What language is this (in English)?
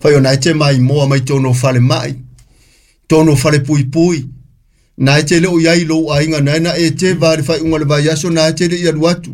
Samoan